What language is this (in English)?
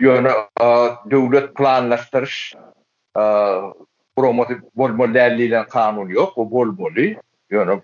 Turkmen